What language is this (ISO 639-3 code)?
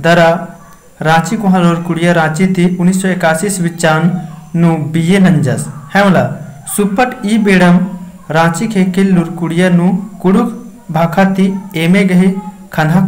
kru